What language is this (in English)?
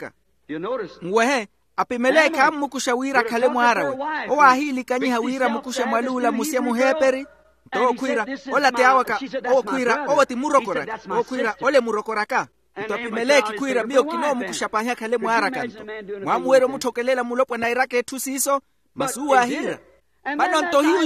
Makhuwa